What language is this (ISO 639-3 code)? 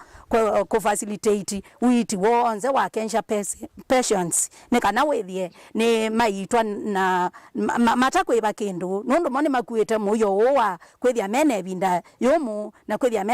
kam